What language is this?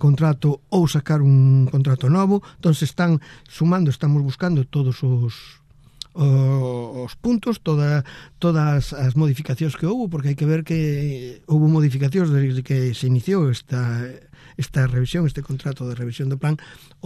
Galician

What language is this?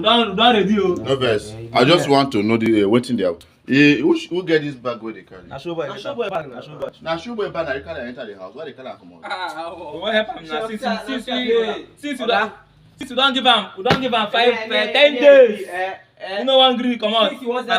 Nigerian Pidgin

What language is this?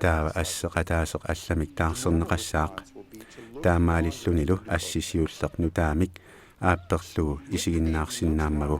Kalaallisut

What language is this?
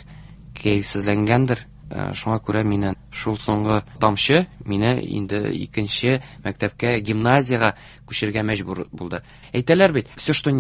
Tatar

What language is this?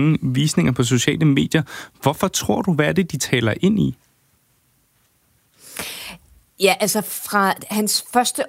Danish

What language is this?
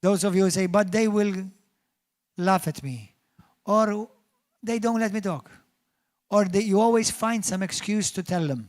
English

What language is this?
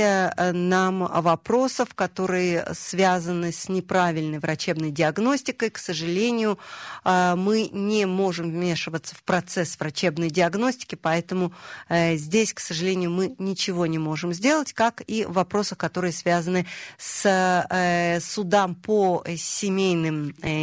Russian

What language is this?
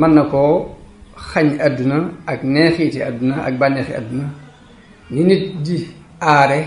Wolof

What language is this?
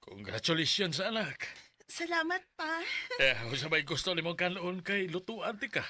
Cebuano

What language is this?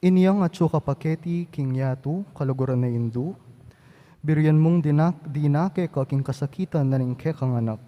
Pampanga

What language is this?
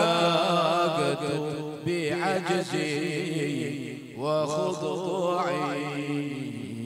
Arabic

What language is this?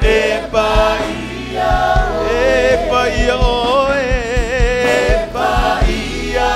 Samoan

